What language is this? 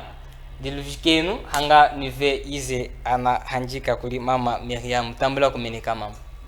Chokwe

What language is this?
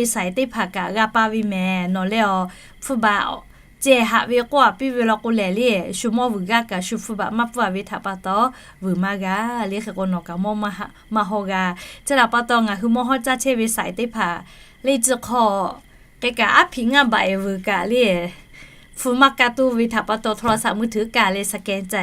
Lahu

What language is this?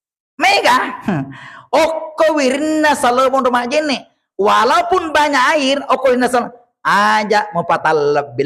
Buginese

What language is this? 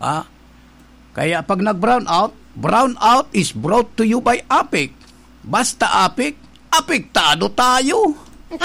Bikol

